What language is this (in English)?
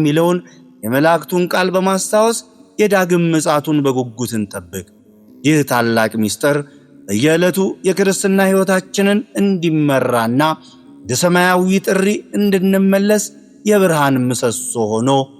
Amharic